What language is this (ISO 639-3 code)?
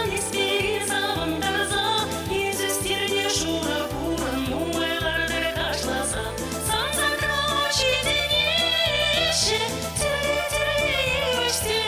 chv